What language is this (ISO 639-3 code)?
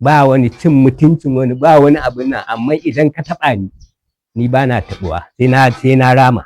hau